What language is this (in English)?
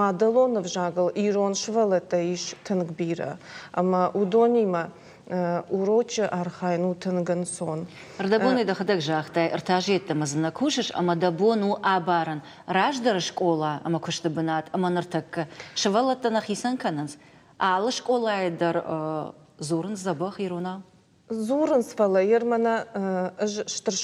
Ossetic